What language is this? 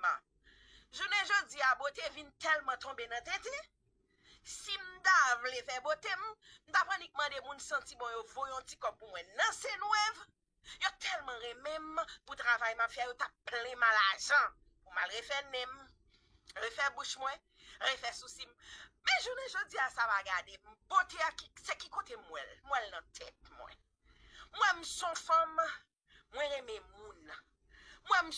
Haitian Creole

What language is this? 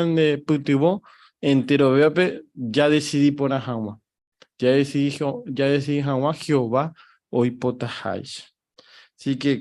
Guarani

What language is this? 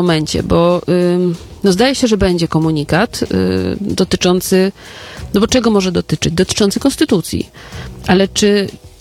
Polish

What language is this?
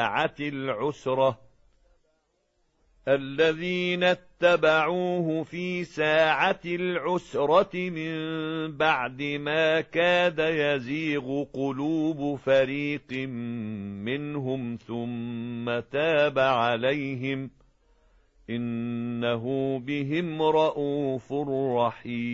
Arabic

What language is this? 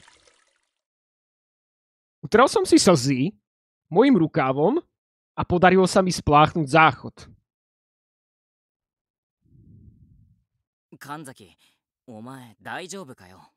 Slovak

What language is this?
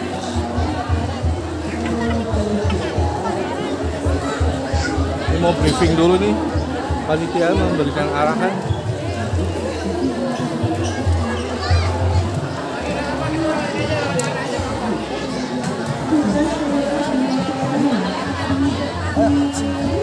Indonesian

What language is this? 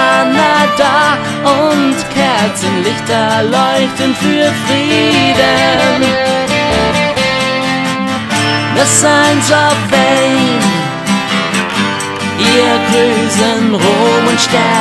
German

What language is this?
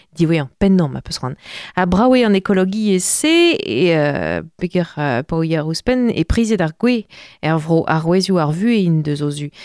Breton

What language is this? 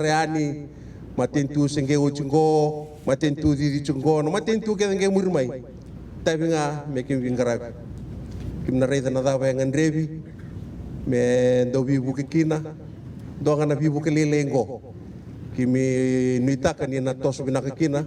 Fijian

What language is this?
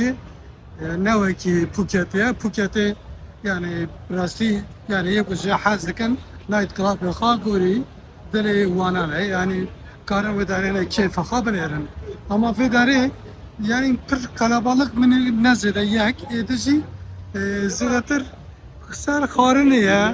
Kurdish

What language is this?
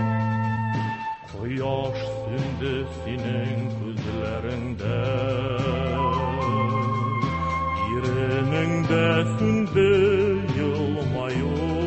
Tatar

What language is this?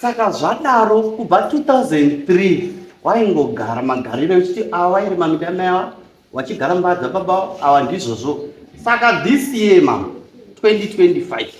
Shona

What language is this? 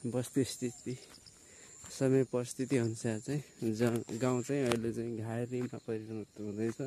Nepali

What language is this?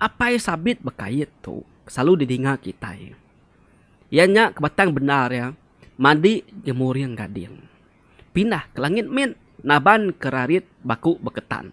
Iban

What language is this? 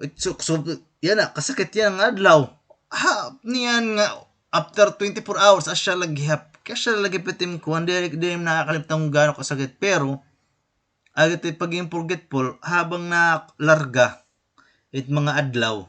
Waray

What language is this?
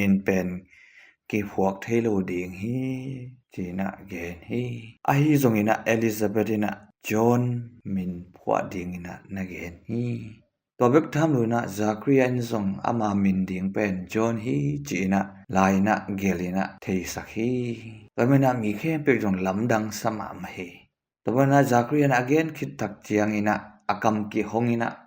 Tedim Chin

